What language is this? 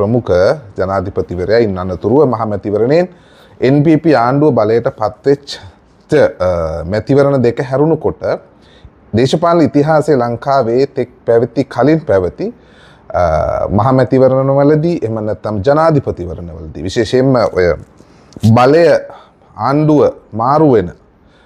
Sinhala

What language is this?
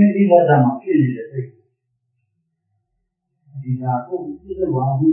Burmese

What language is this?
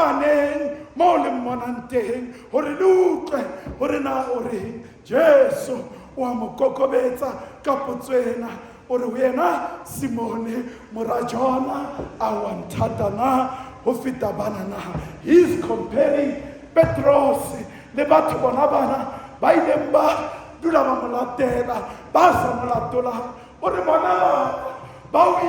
Southern Sotho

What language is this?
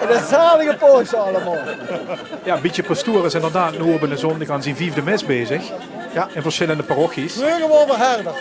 Limburgish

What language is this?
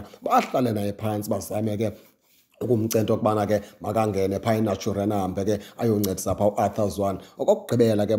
Xhosa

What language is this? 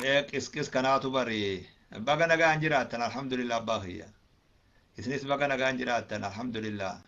Oromo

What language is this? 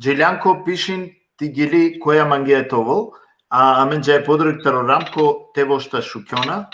Balkan Romani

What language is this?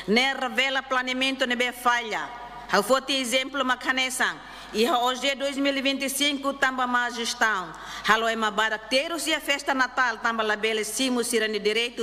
Tetum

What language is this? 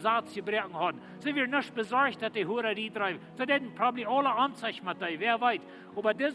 Plautdietsch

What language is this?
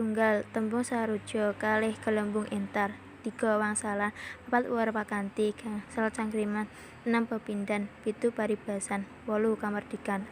Javanese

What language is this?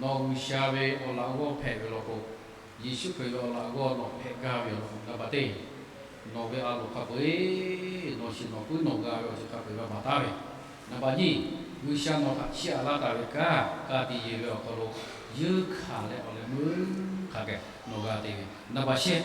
Lahu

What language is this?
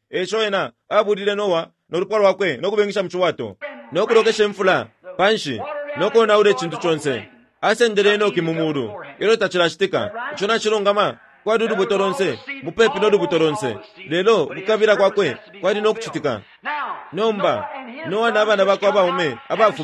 Bemba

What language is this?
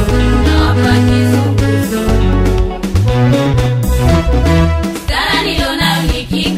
Swahili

